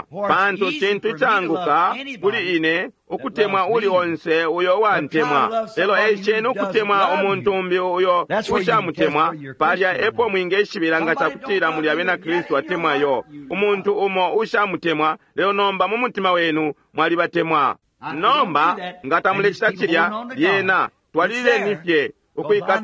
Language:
Bemba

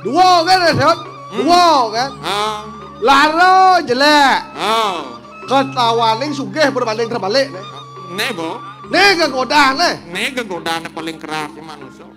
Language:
Balinese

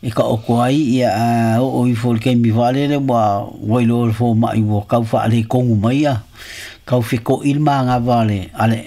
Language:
Samoan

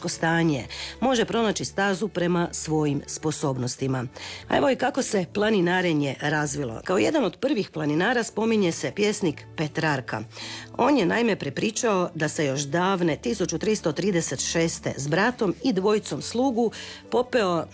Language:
Croatian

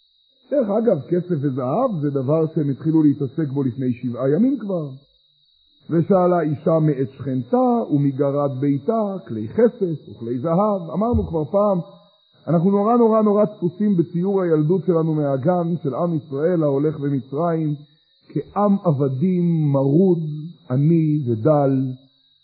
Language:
Hebrew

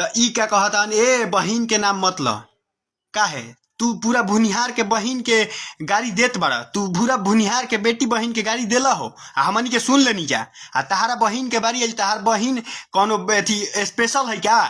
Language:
Bhojpuri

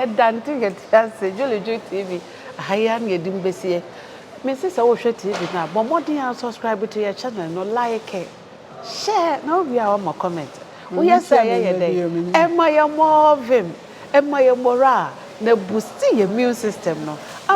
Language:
Akan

